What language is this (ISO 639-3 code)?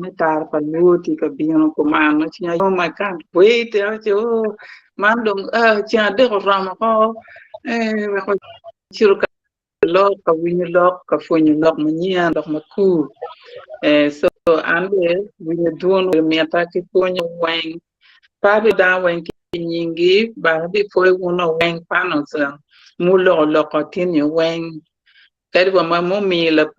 ach